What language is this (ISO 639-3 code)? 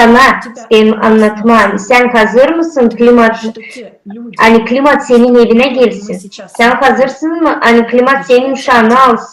gag